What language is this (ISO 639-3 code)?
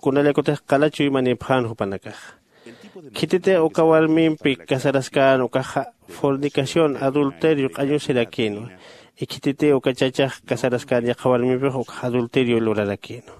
aym